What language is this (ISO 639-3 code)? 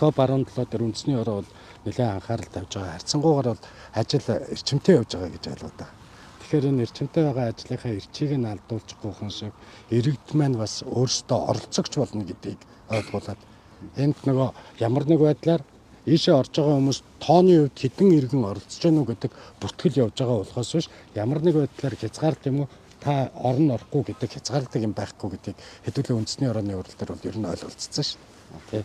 mon